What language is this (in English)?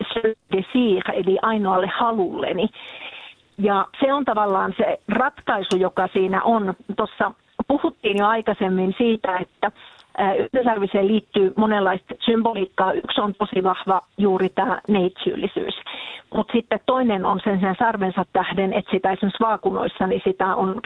Finnish